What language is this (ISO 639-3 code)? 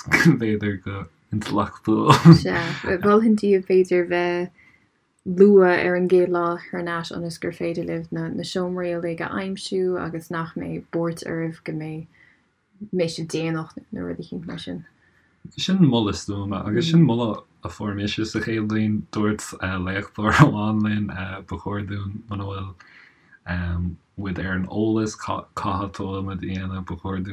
gle